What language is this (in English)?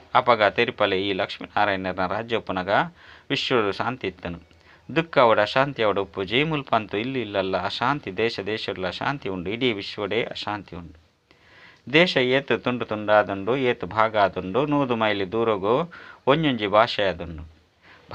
Tulu